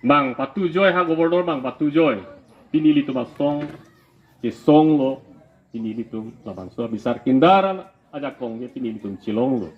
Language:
Karbi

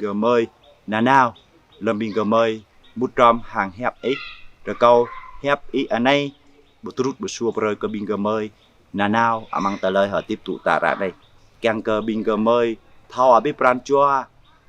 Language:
Jarai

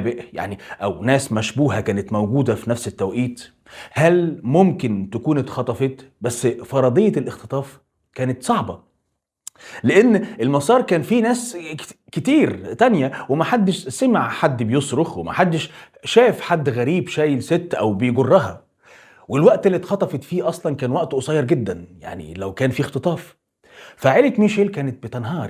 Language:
Egyptian Arabic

